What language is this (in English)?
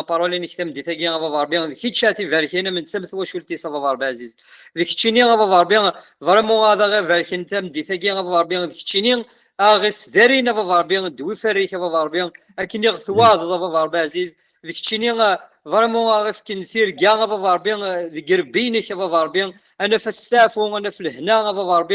Kabyle